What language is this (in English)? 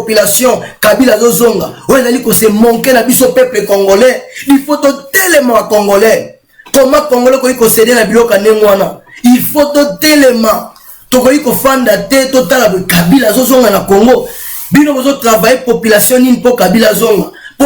Lingala